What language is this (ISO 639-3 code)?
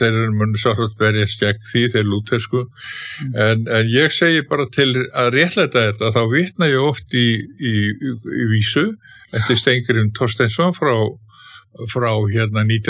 isl